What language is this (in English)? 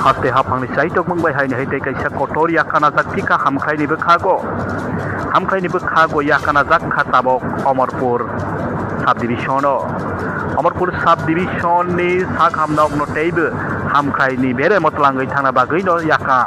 Kok Borok